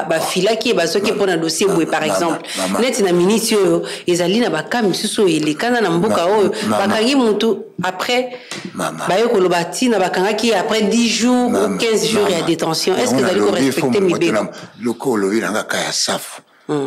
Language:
Lingala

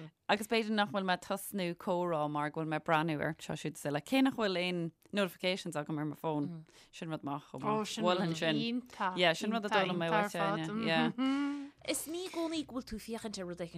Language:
Irish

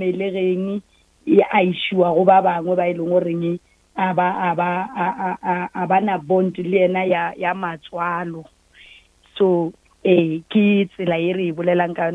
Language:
Northern Sotho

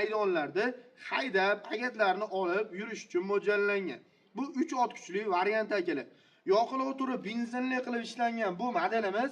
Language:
Uzbek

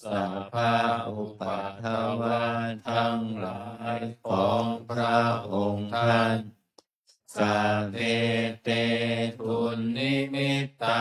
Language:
Pali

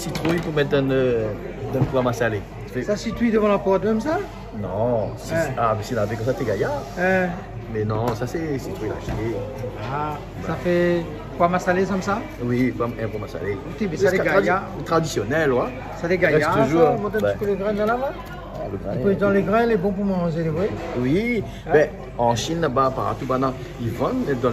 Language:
Réunion Creole French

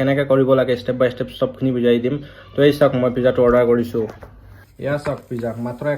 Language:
Assamese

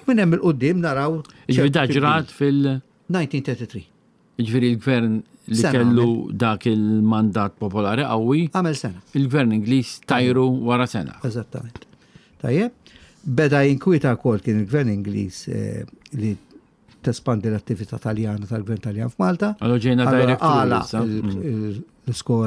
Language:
Maltese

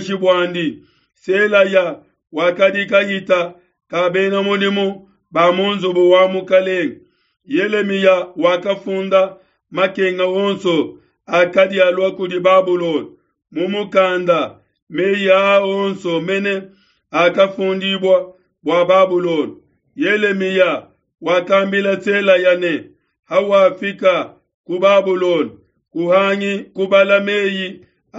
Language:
Luba-Lulua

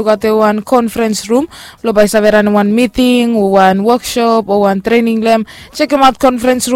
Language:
Bislama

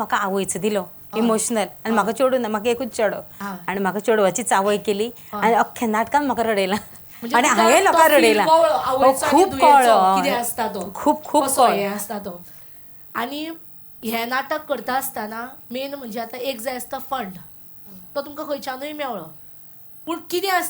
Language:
Konkani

